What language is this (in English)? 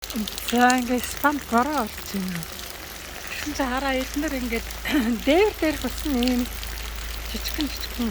Mongolian